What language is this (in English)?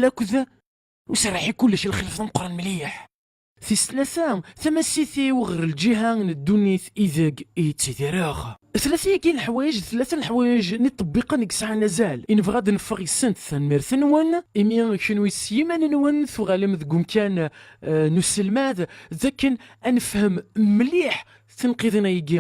Kabyle